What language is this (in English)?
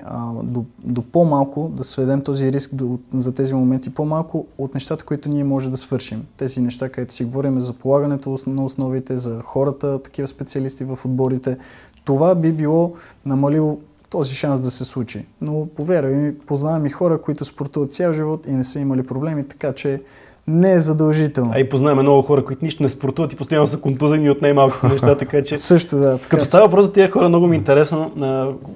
Bulgarian